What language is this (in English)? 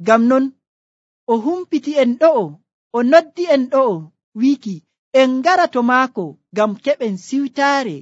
Nigerian Fulfulde